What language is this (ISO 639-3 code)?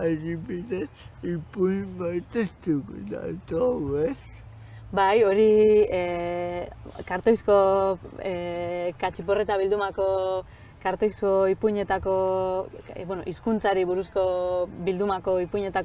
eus